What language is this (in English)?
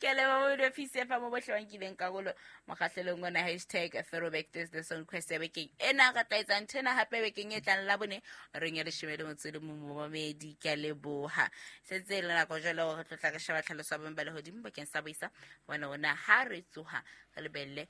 Southern Sotho